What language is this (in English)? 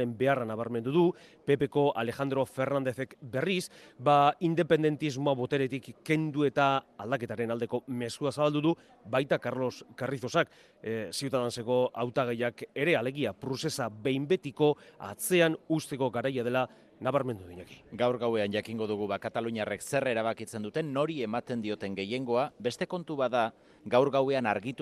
Basque